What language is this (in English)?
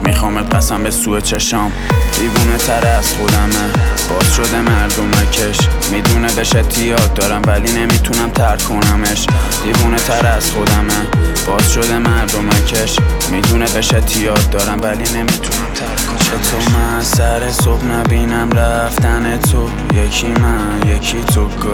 Persian